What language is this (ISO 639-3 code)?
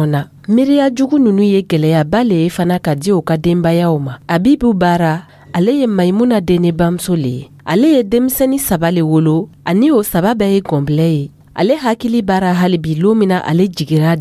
dyu